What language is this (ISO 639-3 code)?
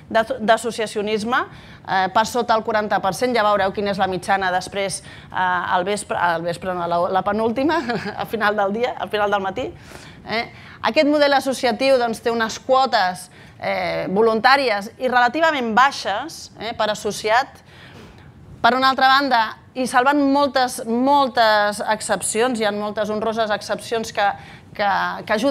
cat